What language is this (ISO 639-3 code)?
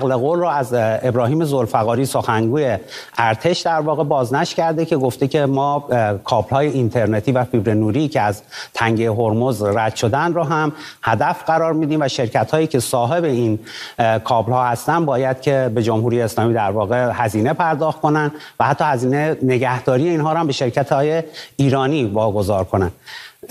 fas